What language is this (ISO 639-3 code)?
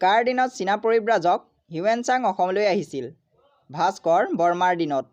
asm